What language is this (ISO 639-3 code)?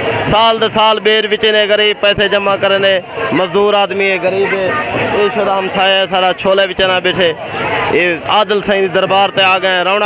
skr